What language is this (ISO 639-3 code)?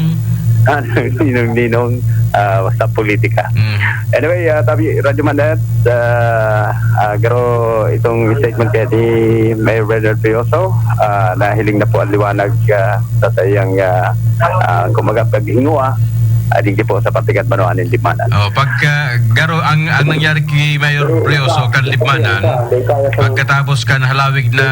bik